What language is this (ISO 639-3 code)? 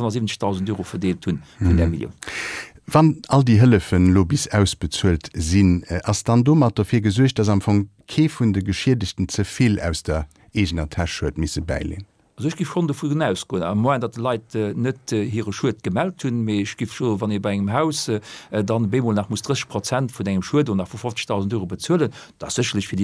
ltz